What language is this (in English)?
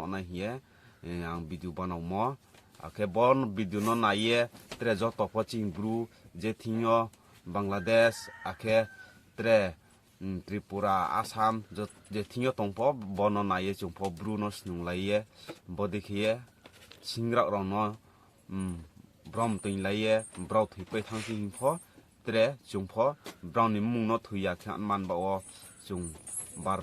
Riang (India)